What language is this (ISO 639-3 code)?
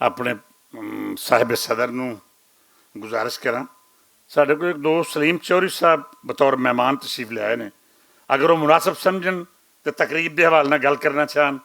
lah